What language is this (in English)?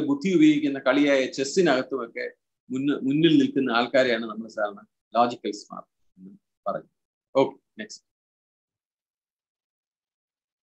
Malayalam